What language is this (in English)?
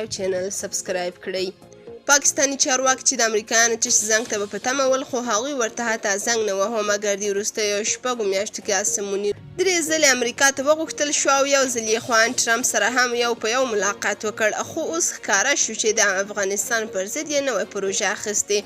Pashto